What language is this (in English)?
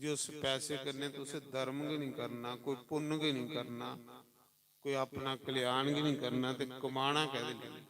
Dogri